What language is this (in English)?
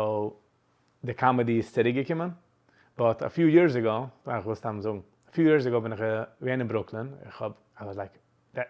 Yiddish